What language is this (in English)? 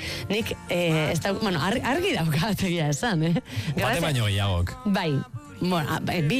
Basque